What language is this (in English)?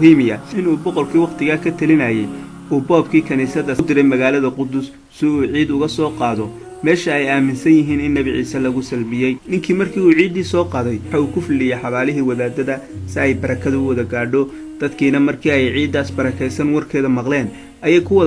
Somali